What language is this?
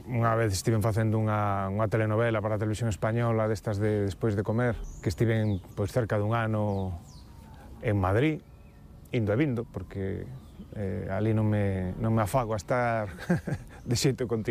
Galician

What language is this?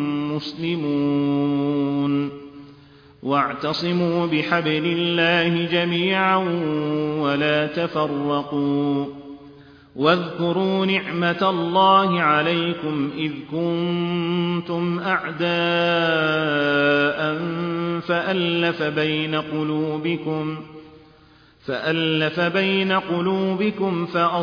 Arabic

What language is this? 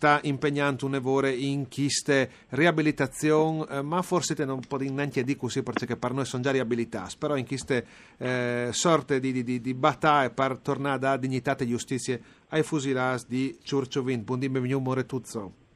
Friulian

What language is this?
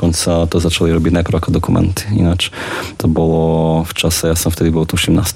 Slovak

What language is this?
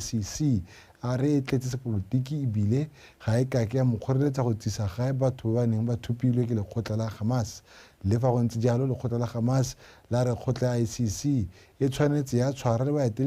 Tswana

